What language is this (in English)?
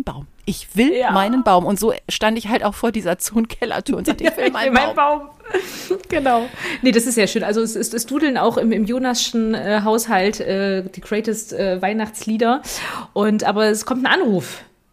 German